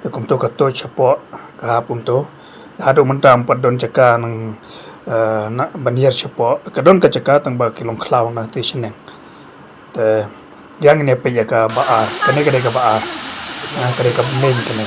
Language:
Khasi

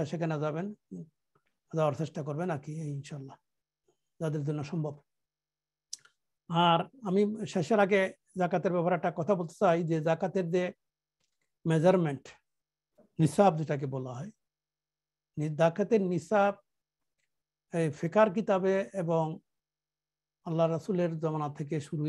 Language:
Bangla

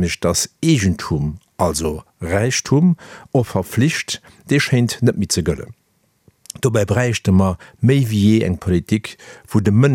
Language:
Luxembourgish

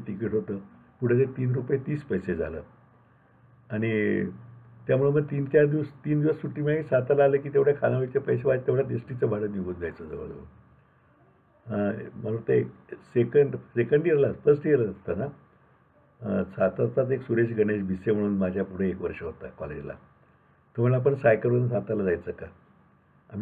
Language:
Marathi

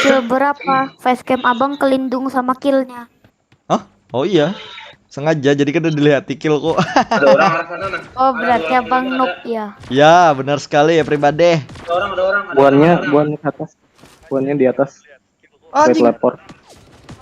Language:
Banjar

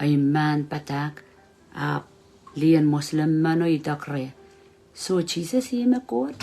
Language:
Pohnpeian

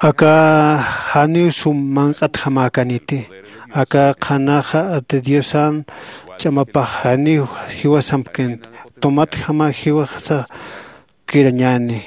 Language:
Aymara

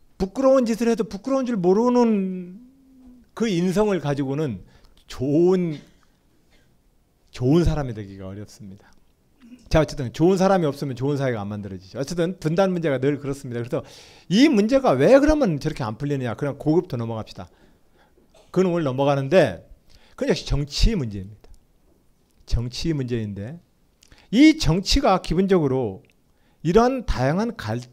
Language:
Korean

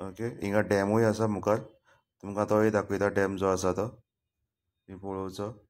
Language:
Konkani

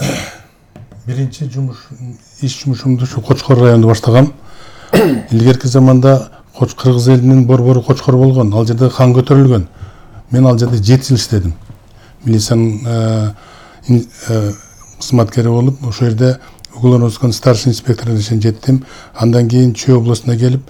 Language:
Kyrgyz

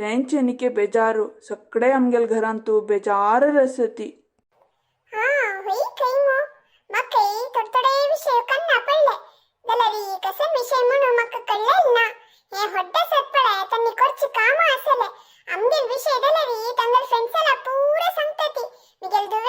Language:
Konkani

